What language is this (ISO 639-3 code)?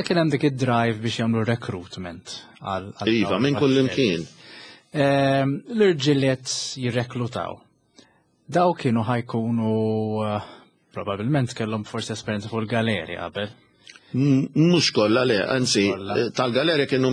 mlt